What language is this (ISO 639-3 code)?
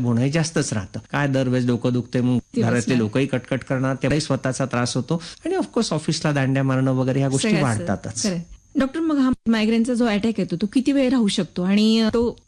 mar